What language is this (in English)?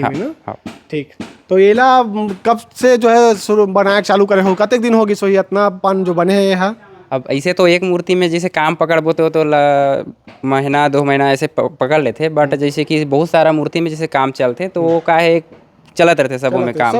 Chhattisgarhi